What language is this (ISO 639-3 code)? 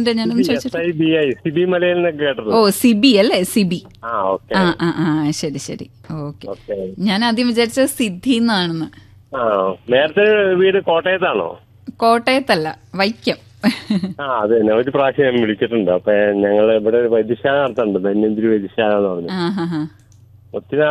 mal